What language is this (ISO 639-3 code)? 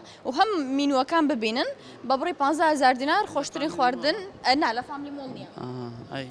ckb